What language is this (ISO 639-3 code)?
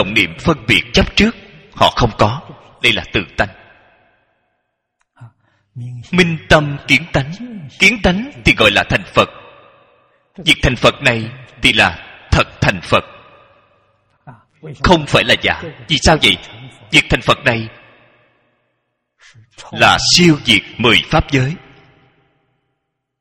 vie